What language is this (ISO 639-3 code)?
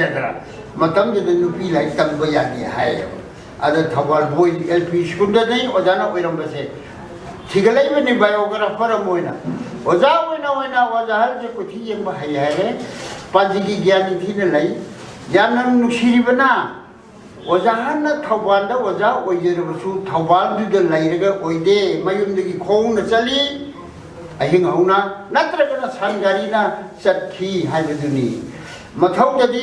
mni